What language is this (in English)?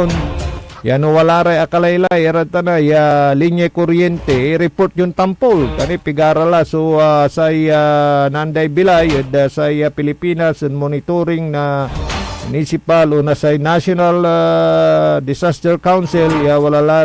Pangasinan